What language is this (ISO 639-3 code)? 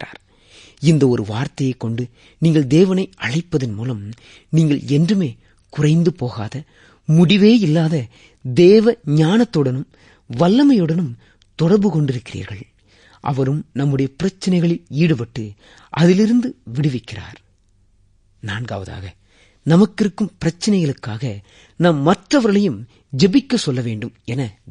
tam